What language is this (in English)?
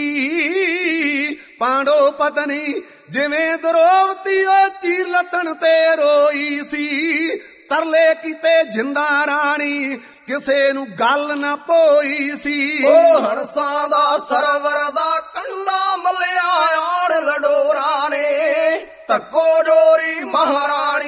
Punjabi